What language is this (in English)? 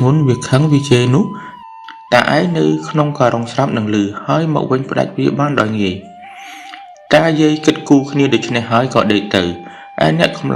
Khmer